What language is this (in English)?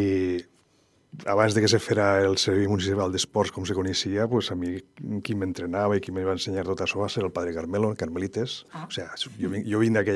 Catalan